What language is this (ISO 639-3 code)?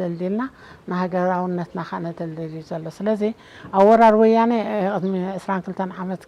tir